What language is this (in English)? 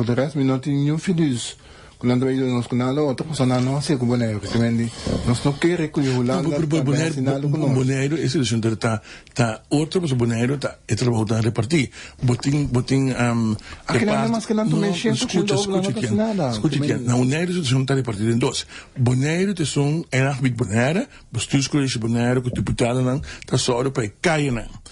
Papiamento